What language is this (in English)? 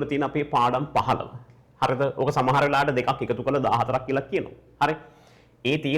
Sinhala